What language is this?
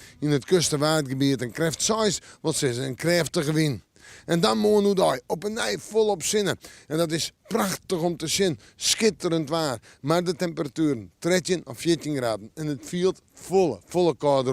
Western Frisian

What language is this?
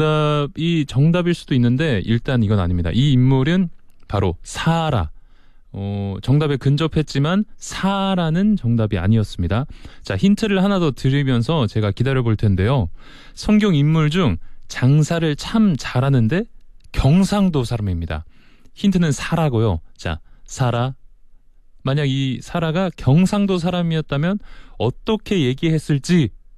Korean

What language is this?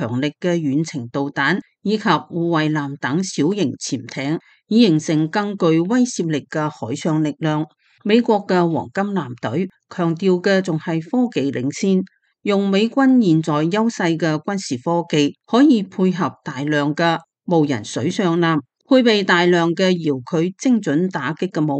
Cantonese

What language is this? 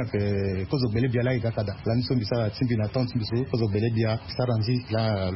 Sango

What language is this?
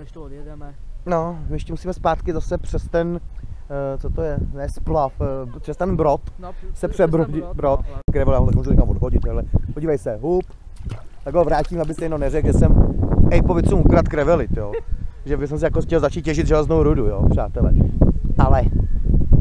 Czech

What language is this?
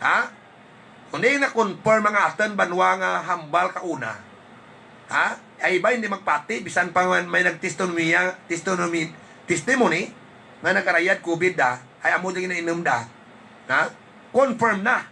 Hiligaynon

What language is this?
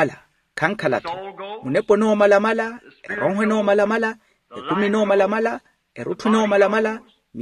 Makhuwa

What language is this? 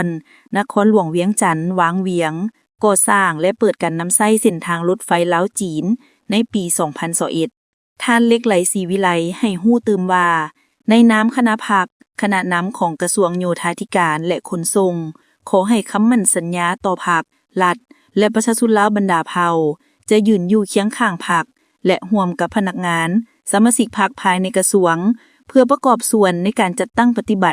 Lao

